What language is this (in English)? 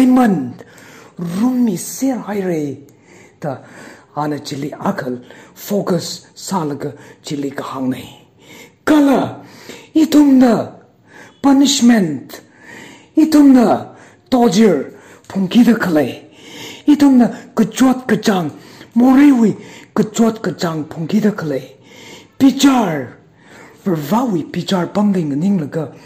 Tangkhul Naga (India)